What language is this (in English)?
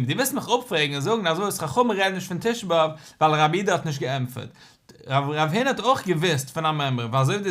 Yiddish